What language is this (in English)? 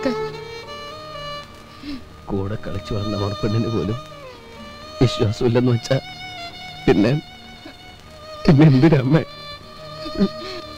Malayalam